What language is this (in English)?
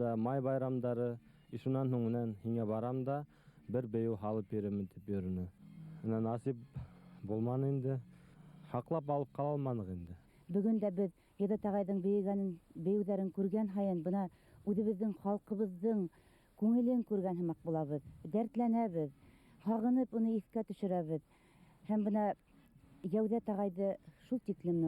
Bashkir